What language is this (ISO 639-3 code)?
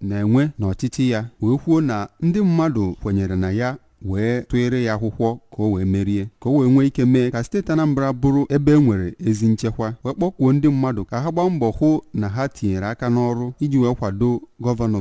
ibo